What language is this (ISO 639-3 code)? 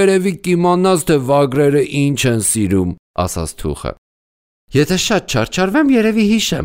hye